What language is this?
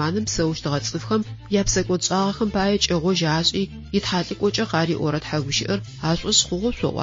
Adyghe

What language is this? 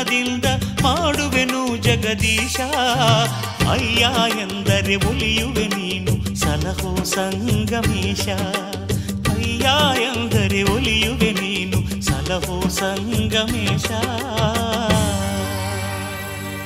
Kannada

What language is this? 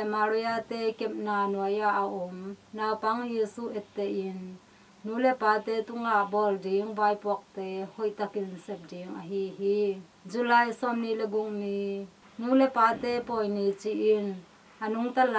Tedim Chin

